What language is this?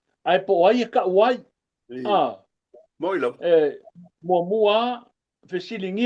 Samoan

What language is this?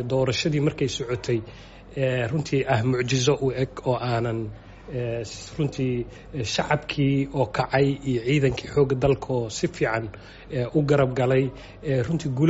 Somali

